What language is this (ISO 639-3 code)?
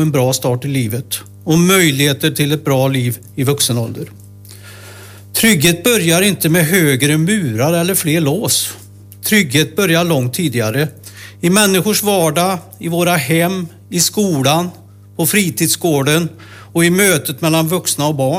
swe